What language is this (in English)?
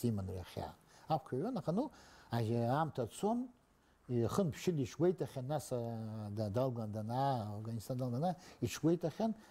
Abkhazian